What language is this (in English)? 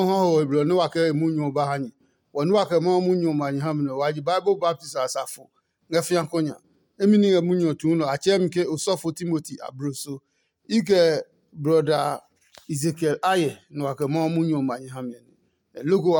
Adangme